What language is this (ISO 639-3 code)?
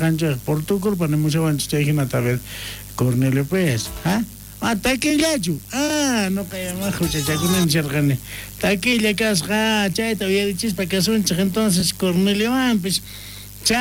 quh